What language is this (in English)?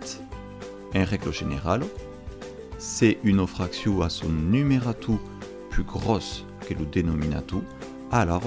Occitan